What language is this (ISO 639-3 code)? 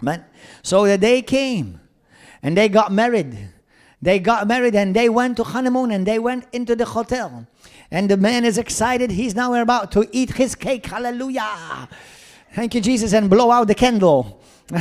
eng